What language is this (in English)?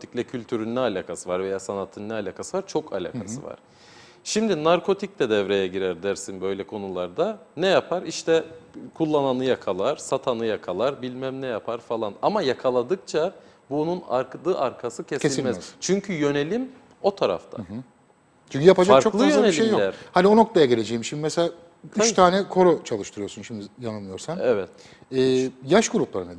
Turkish